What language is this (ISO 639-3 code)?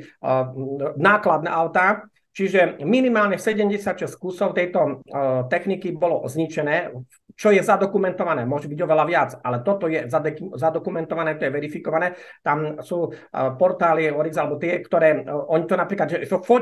slk